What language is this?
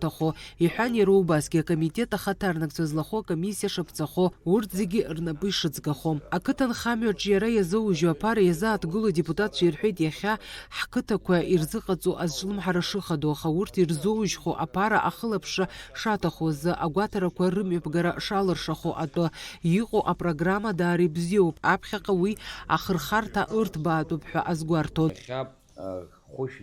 Abkhazian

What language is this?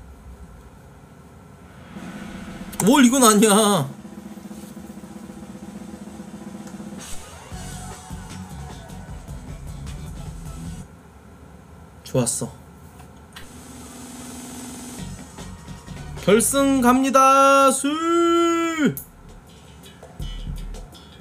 Korean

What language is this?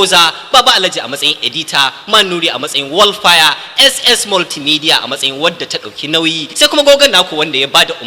Hausa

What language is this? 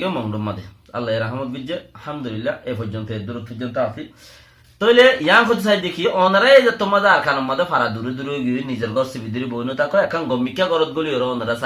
Rohingya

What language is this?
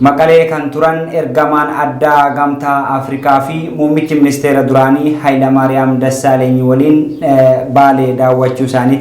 Oromo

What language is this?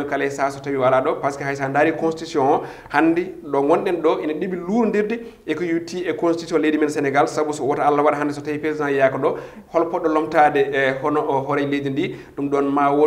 Fula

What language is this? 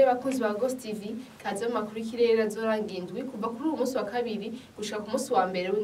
Rundi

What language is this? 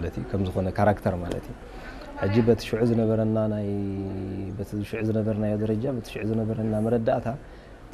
Tigrinya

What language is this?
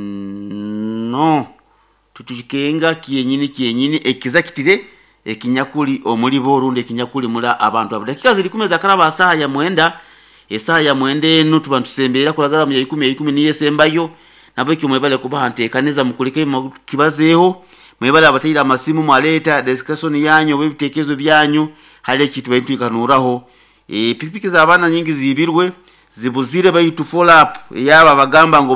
Nyoro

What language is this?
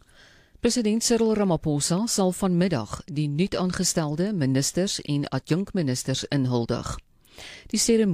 Afrikaans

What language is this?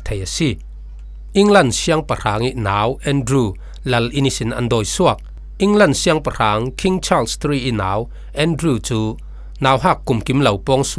Falam Chin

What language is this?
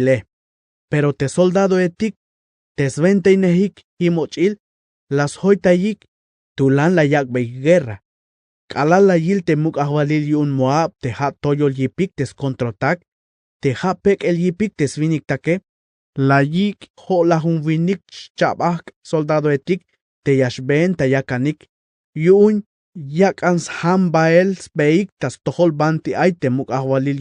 Tzeltal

